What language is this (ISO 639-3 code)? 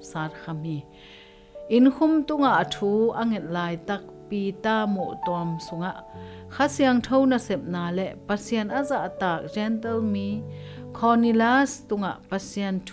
ctd